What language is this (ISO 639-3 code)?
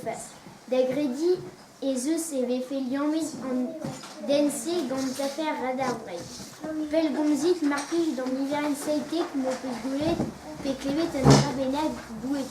bre